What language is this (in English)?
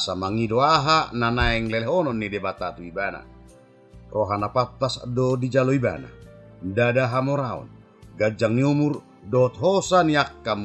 Batak Toba